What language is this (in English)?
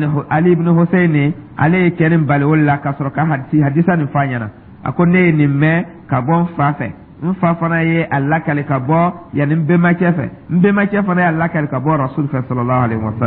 Dyula